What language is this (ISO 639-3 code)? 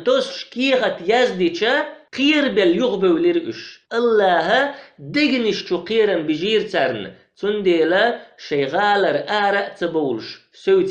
che